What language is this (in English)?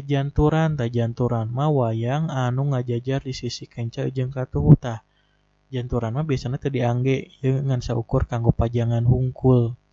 Sundanese